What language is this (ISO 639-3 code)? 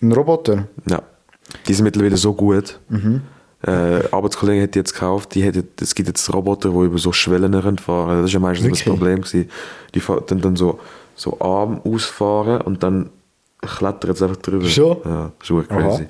gsw